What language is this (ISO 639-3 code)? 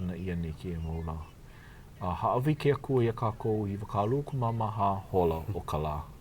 haw